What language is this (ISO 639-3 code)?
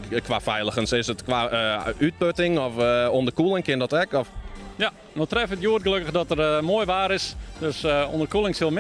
fry